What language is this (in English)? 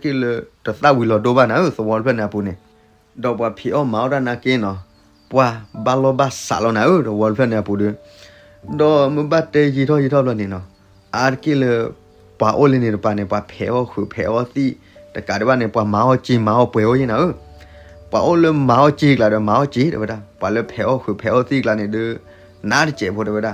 S'gaw Karen